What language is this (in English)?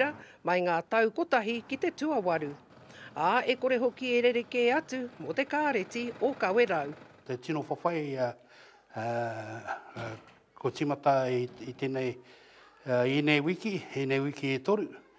Māori